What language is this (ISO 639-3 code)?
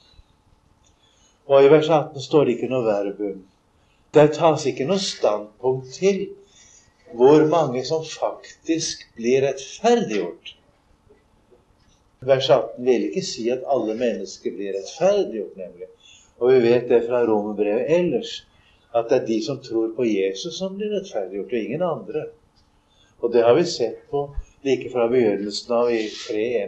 nor